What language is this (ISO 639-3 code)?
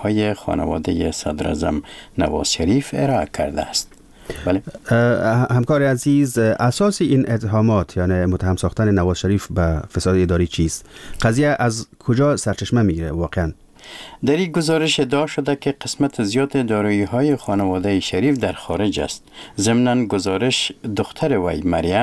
fas